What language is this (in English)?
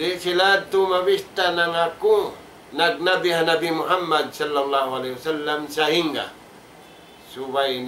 Tausug